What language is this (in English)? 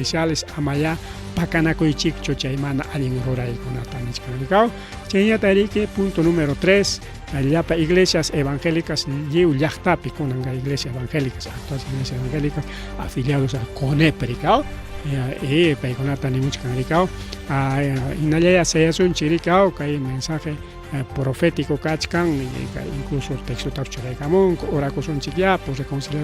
Ayacucho Quechua